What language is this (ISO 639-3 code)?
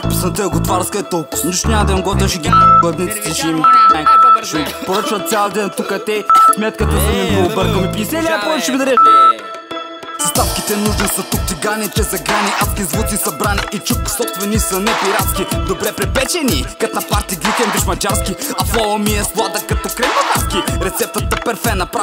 bul